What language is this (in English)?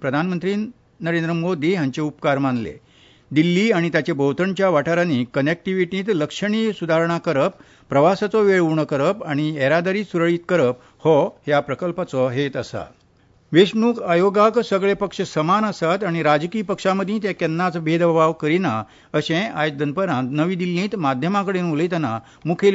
Konkani